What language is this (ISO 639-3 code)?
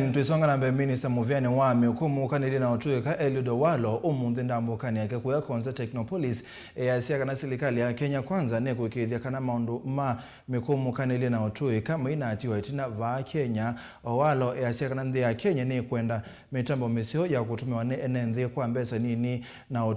kam